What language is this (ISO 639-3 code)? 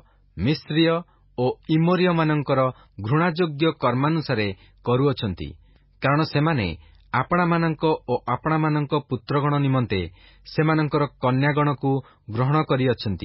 ori